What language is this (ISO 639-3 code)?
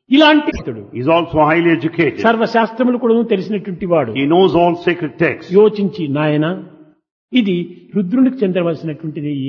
tel